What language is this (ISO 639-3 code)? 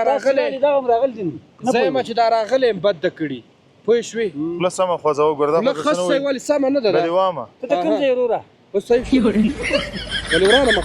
pus